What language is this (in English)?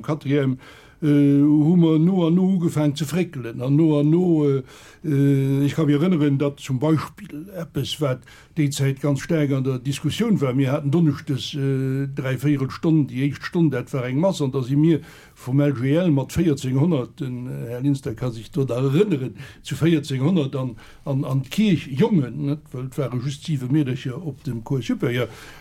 Luxembourgish